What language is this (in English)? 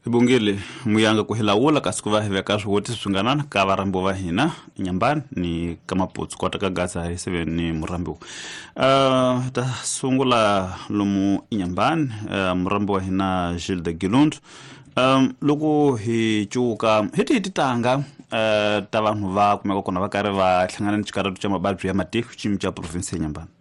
Tsonga